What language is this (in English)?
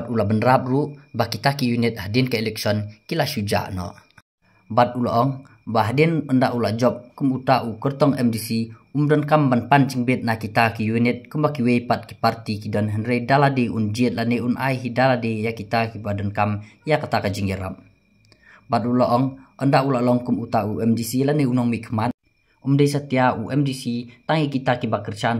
Khasi